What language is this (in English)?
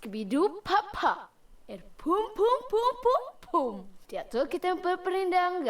Iban